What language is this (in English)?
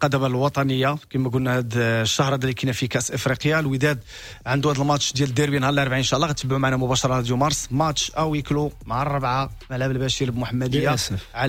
Moroccan Arabic